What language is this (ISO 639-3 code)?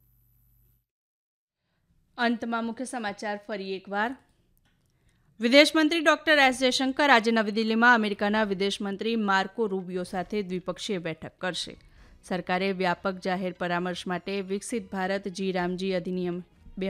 guj